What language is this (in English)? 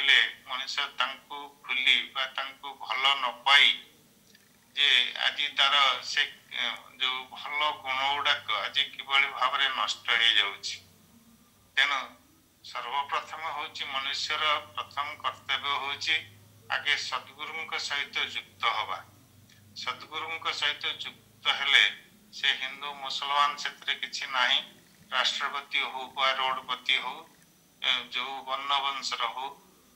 Odia